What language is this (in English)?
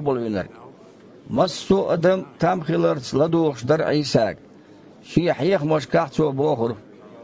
Chechen